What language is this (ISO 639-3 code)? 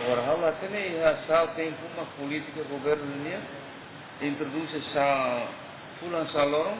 tet